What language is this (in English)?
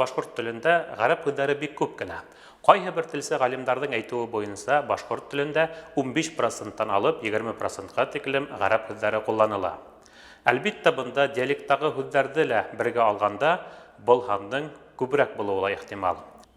Bashkir